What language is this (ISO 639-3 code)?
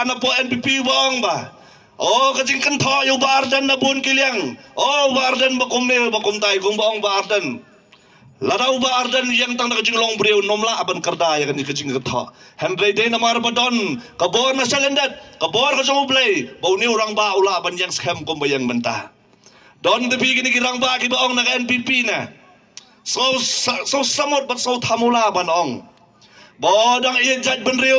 kha